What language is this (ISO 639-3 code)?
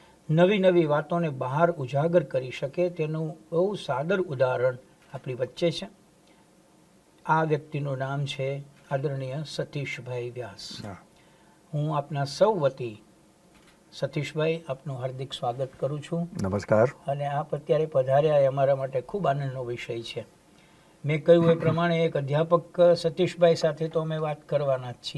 guj